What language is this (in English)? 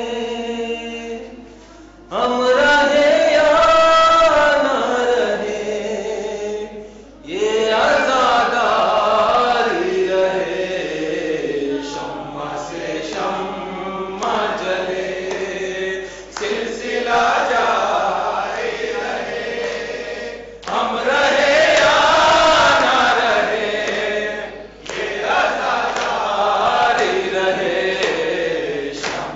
Urdu